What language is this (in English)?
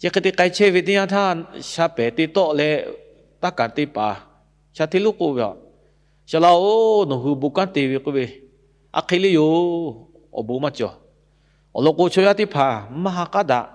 Lahu